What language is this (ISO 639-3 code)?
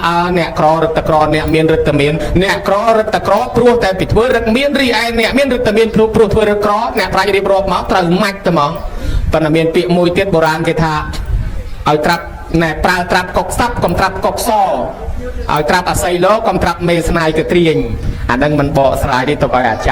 khm